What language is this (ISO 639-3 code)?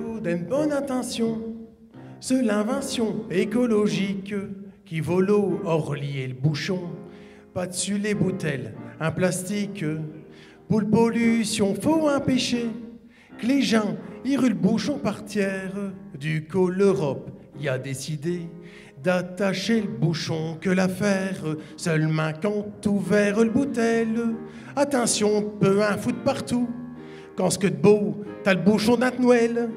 pcd